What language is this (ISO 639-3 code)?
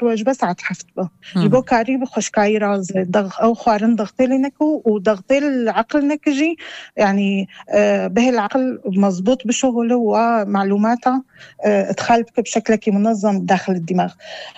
apc